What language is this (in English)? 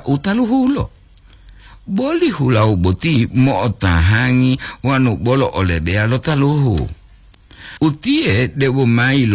Gorontalo